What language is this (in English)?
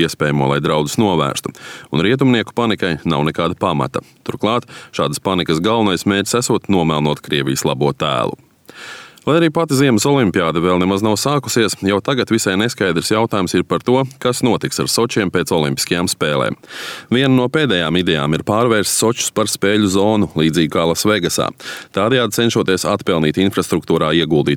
Latvian